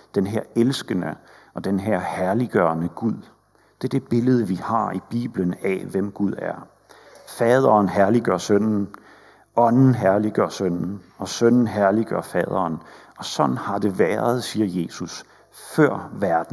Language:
Danish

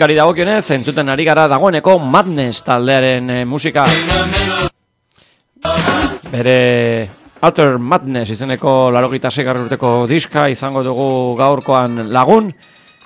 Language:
Basque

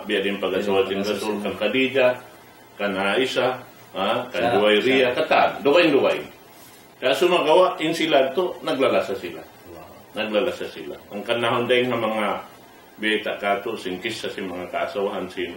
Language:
Tausug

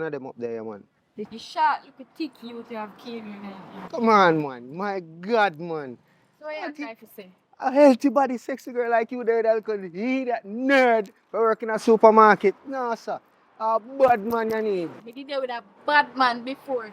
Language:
Jamaican Creole English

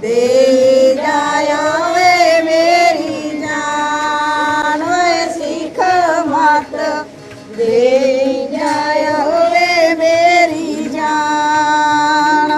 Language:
Dogri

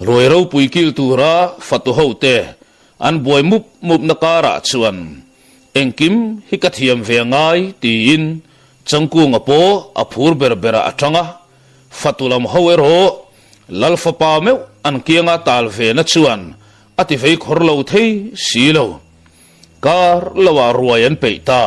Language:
Mizo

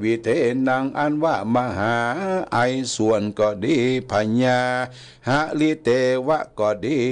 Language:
Thai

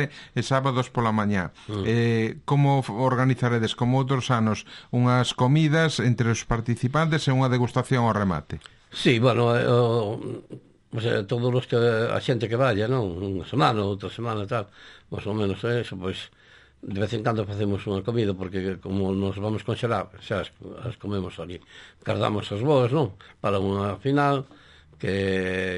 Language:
Galician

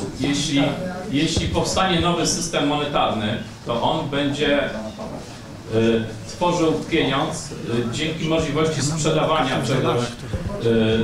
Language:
Polish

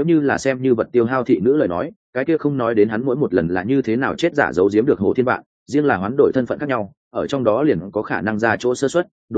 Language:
Vietnamese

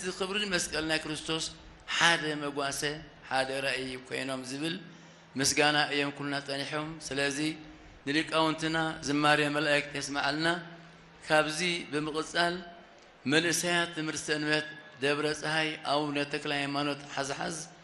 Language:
Tigrinya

